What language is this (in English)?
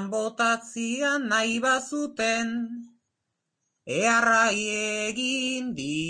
Basque